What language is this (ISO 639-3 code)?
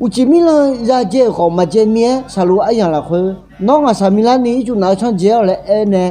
ahk